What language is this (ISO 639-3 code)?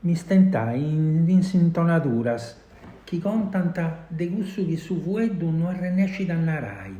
srd